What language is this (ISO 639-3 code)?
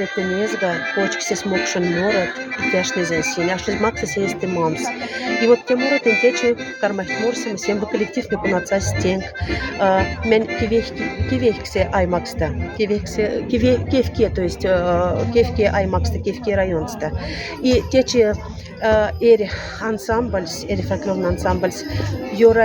mdf